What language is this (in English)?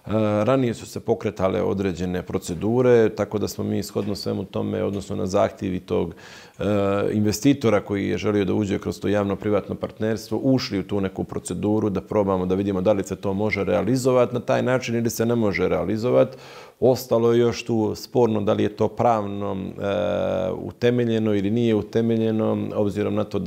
Bosnian